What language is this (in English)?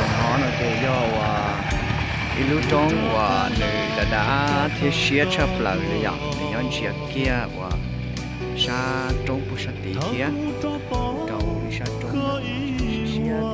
Hmong